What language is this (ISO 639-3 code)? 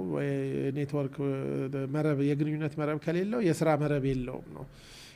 amh